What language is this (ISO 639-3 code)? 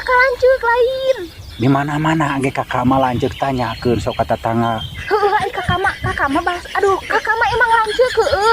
sun